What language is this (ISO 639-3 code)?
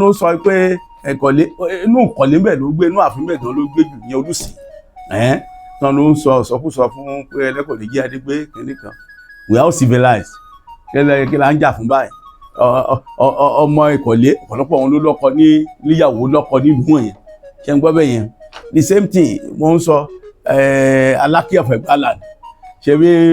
yor